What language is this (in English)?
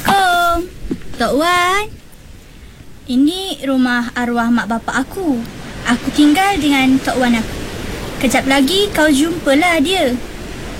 Malay